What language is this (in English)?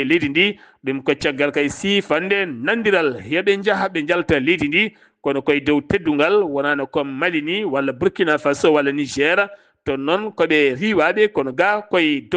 Fula